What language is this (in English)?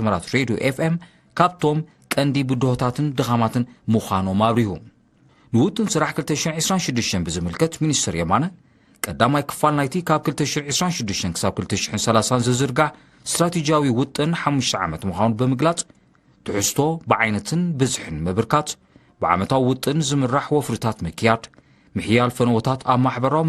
Tigrinya